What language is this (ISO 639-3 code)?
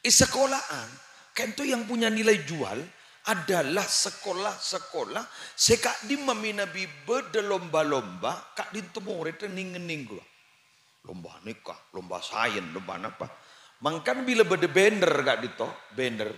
mad